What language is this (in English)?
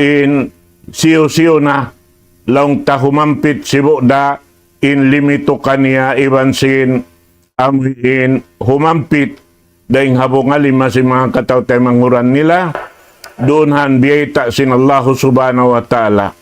Tausug